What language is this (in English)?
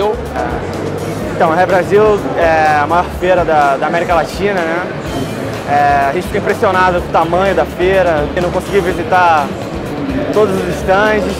Portuguese